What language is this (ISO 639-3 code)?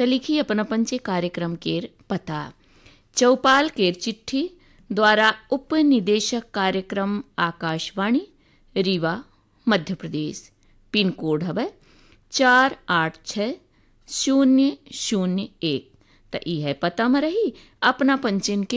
bfy